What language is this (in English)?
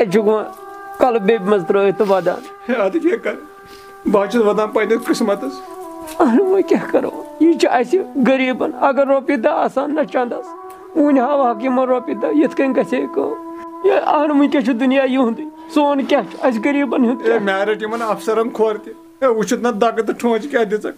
Kashmiri